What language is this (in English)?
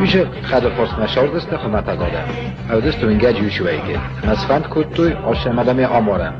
Ossetic